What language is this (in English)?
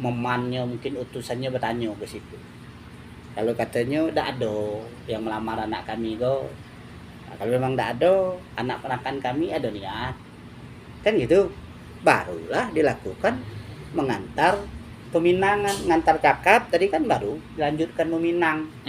Minangkabau